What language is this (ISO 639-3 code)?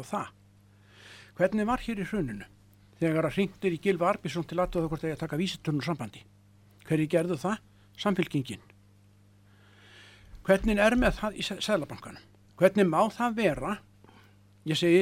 isl